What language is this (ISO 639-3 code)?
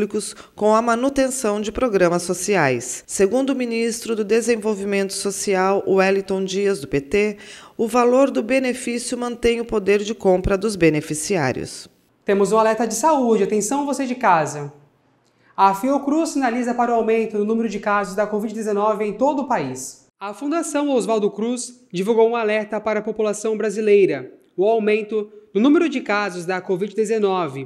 por